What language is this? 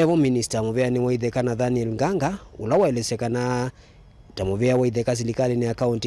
Kamba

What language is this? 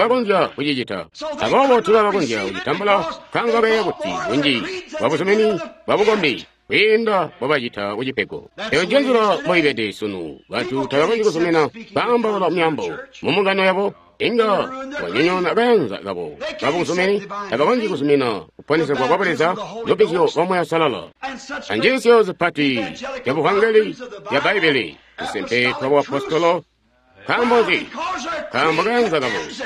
Tonga (Zambia)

